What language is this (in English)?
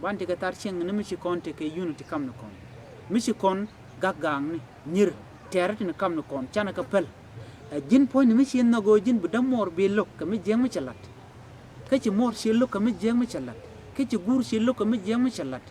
Nuer